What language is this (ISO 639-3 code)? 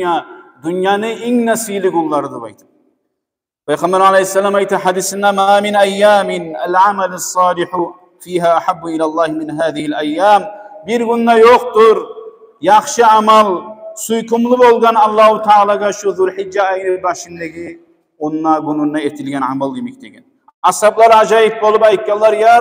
kum